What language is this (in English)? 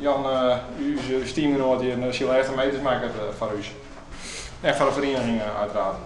Western Frisian